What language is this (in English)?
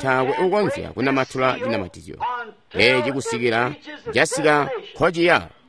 Tonga (Zambia)